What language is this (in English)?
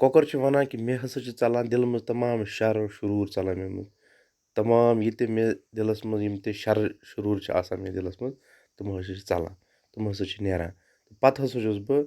Kashmiri